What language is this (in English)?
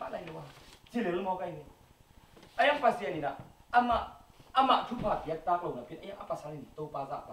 Tedim Chin